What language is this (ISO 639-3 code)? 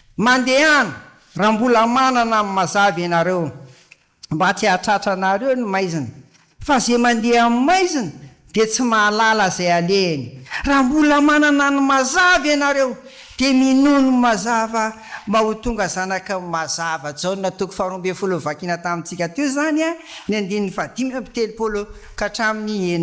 mlg